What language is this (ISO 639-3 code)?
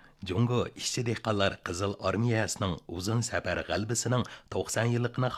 uig